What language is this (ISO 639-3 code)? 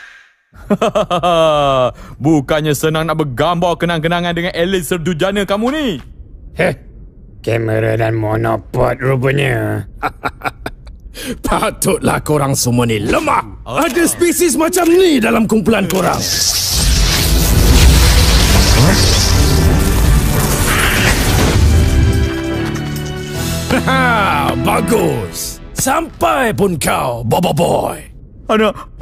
msa